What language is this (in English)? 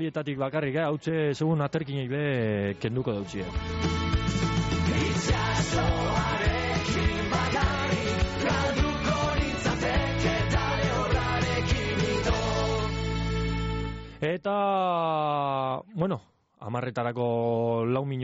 Basque